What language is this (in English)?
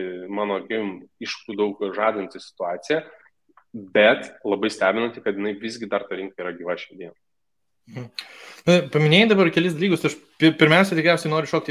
Lithuanian